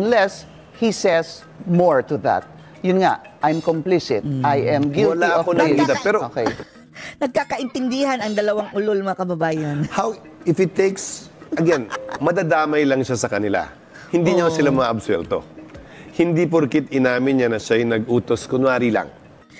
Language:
Filipino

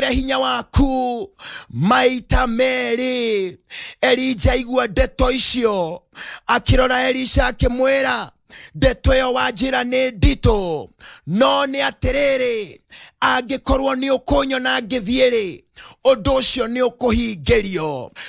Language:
Kikuyu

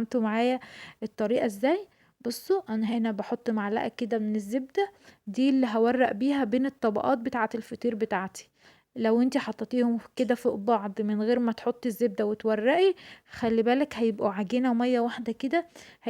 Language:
Egyptian Arabic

